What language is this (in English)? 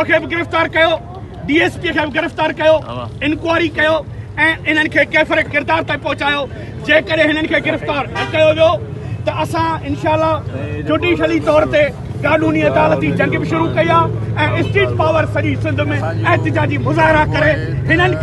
Sindhi